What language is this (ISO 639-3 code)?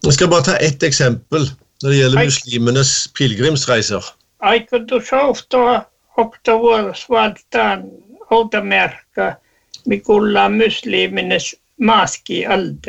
nor